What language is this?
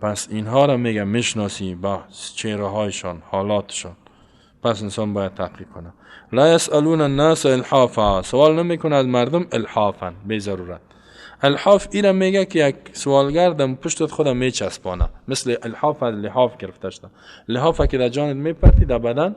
Persian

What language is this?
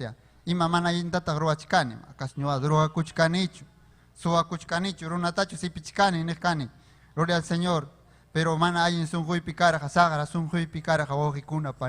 Ayacucho Quechua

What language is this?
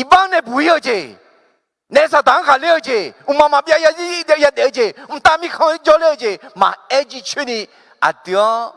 Akha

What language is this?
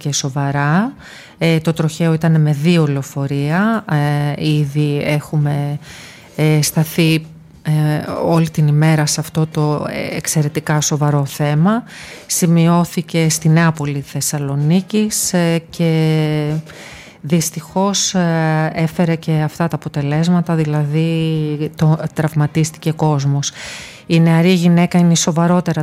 Greek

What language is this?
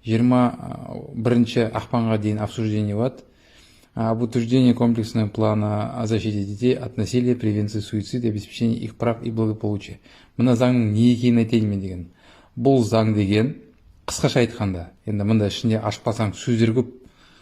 Kazakh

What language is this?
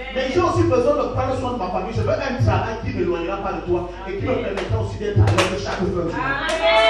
French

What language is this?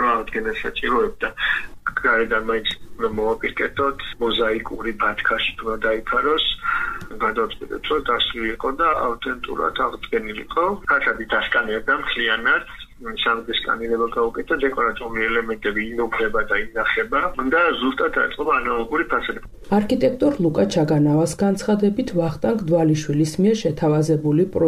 Georgian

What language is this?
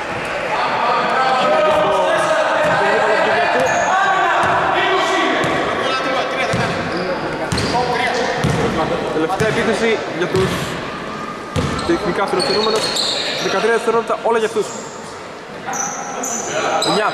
Greek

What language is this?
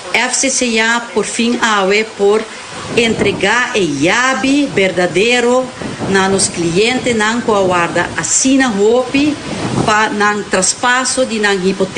Papiamento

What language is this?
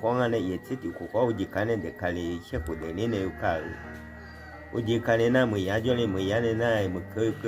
Akha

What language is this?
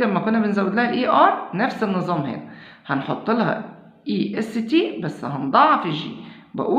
Egyptian Arabic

